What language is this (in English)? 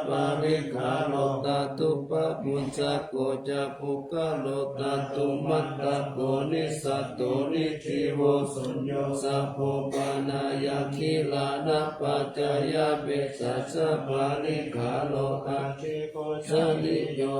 Pali